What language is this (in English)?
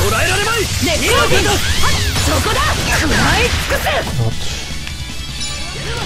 Japanese